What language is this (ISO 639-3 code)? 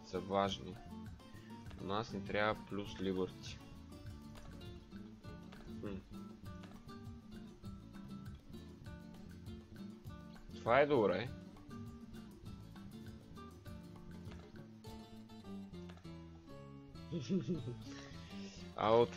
bul